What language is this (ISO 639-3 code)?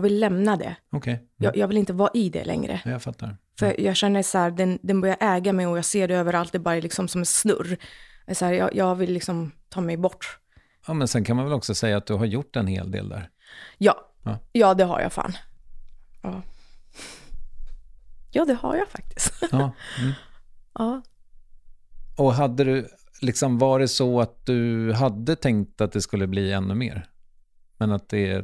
swe